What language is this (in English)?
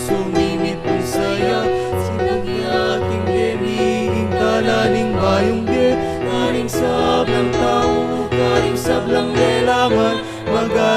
Pampanga